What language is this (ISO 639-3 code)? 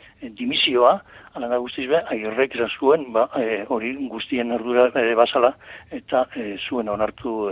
eus